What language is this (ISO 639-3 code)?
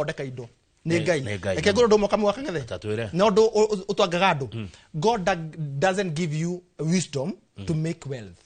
kik